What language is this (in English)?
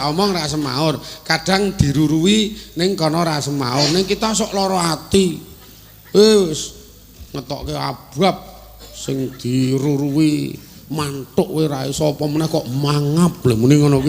Javanese